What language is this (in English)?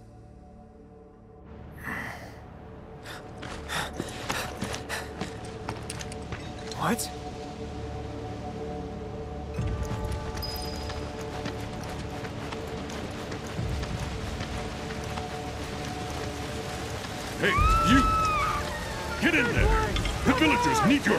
English